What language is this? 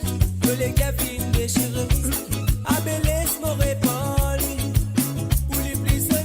Morisyen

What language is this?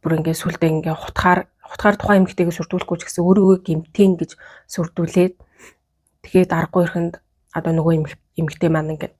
Mongolian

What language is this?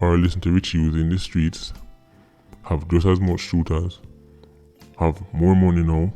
Jamaican Creole English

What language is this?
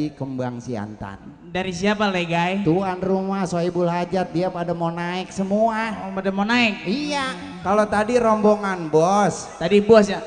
Betawi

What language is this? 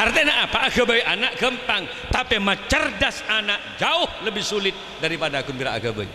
Madurese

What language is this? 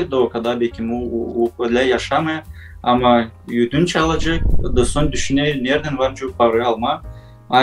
Gagauz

